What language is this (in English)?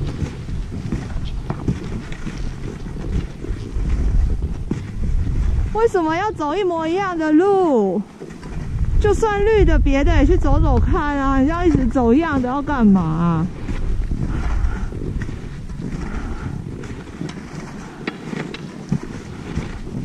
Chinese